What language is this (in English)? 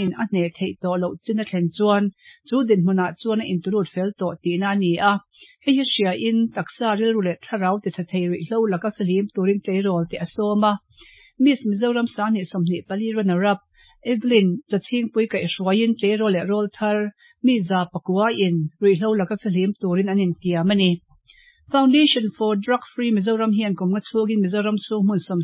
Mizo